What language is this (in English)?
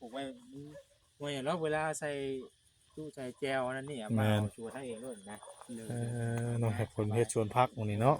Northeastern Thai